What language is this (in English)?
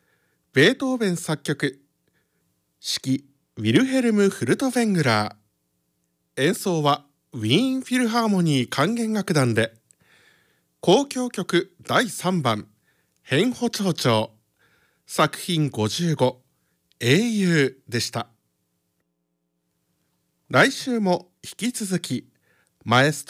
Japanese